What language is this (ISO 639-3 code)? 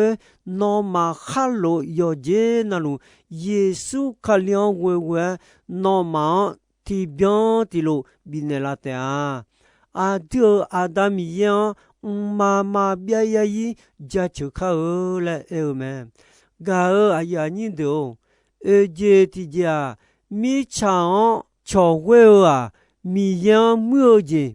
ahk